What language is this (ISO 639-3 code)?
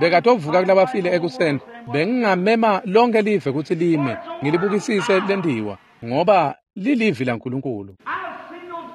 ssw